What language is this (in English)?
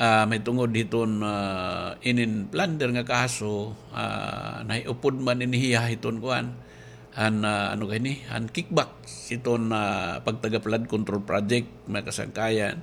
Waray